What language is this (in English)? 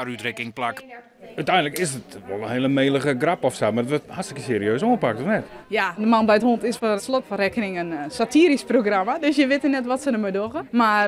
Western Frisian